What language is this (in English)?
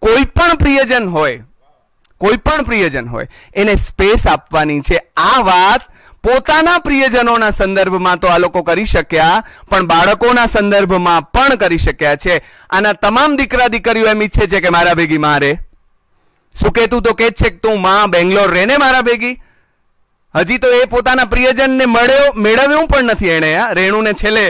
Gujarati